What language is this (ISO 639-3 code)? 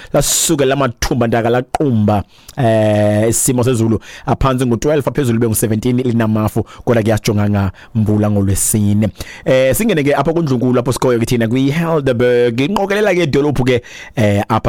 xho